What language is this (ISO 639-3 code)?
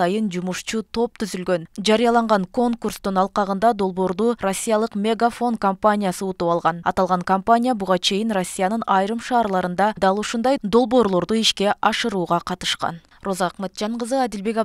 kir